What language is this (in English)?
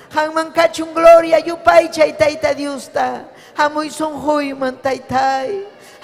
Ayacucho Quechua